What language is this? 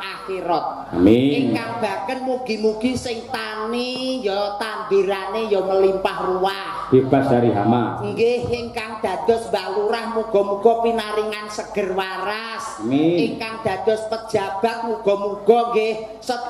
Javanese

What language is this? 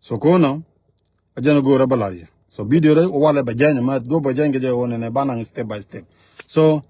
Nuer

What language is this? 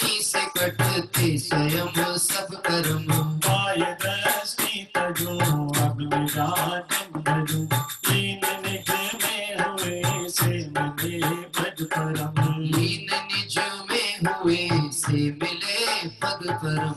Hindi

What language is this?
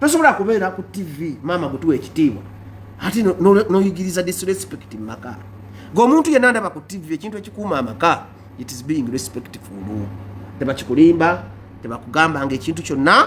Ganda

